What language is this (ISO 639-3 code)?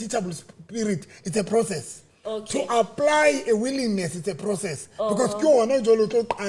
sot